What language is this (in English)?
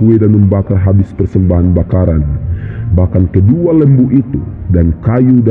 Indonesian